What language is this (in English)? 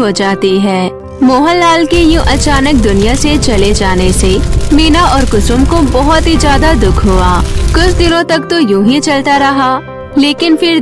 Hindi